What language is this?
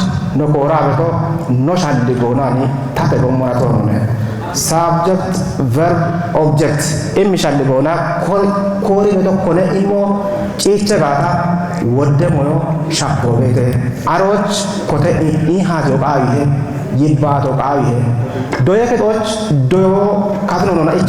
Kafa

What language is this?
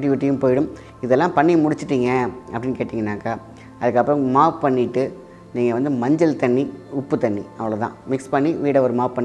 Tamil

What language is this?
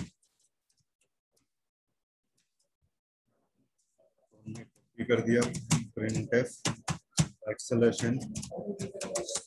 Hindi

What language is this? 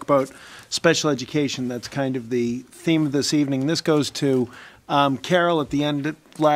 English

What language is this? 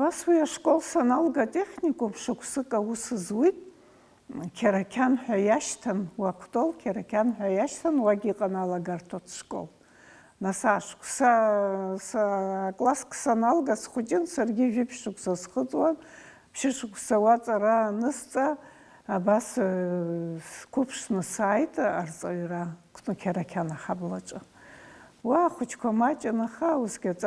Abkhazian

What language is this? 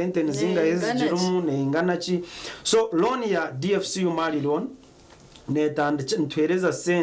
Nyankole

